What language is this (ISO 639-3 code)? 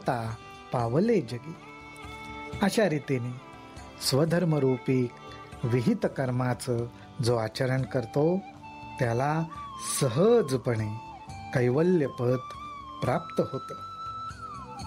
mar